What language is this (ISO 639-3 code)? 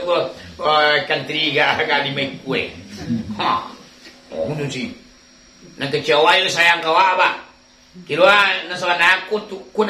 min